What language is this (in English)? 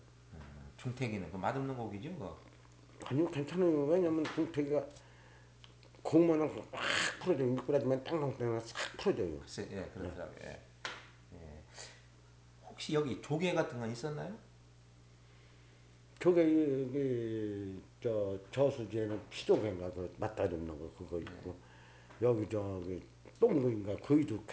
Korean